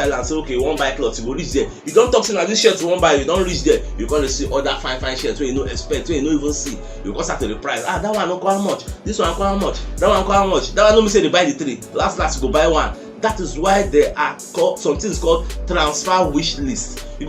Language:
Nigerian Pidgin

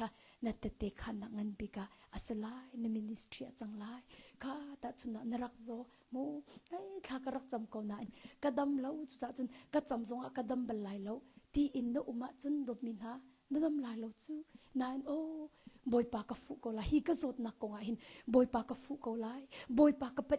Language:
Hakha Chin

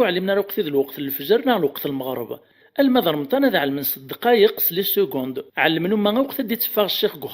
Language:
Kabyle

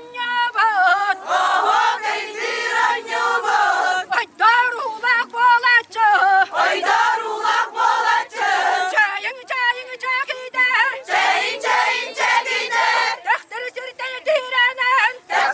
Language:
Yakut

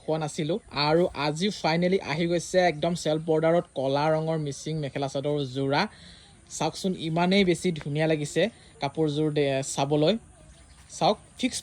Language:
Assamese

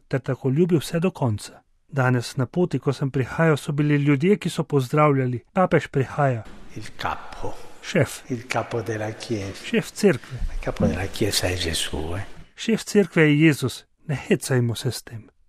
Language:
Slovenian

